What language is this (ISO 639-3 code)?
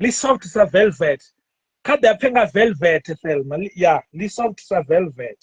ven